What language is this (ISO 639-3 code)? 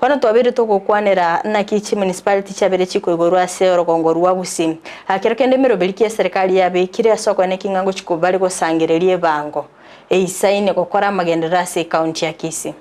guz